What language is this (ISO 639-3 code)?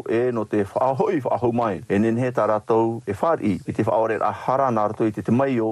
tah